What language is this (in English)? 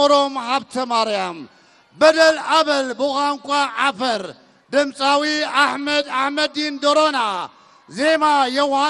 Tigre